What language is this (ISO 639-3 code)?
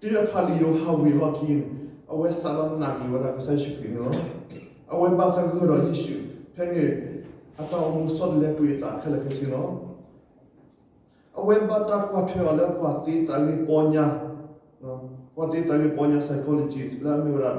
ksw